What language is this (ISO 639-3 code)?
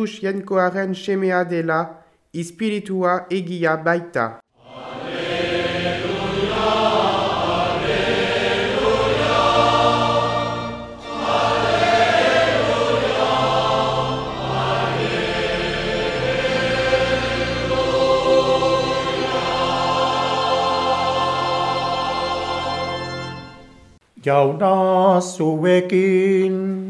eus